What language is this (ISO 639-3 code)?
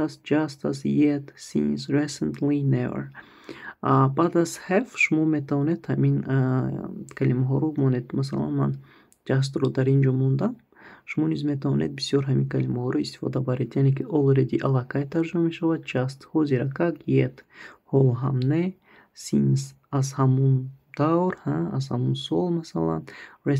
tgk